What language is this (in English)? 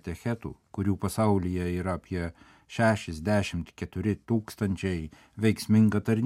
Lithuanian